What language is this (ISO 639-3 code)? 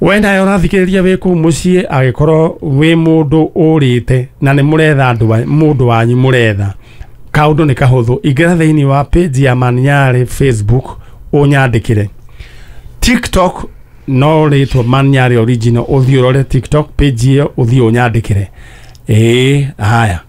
kik